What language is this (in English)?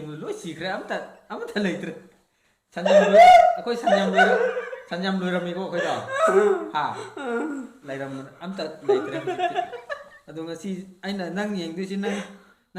Manipuri